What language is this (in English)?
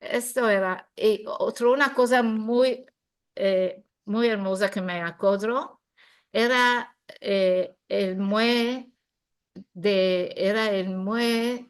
Ladino